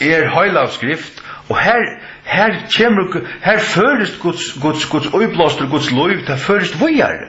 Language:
Faroese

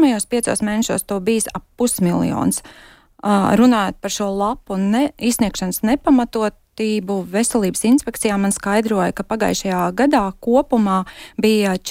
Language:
Latvian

